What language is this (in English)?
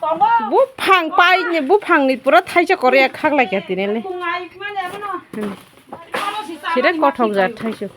Kok Borok